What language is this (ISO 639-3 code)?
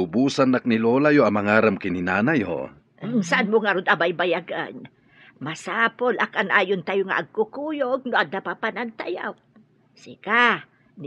ilo